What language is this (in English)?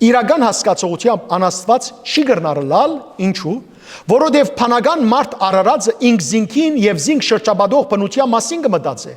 Western Armenian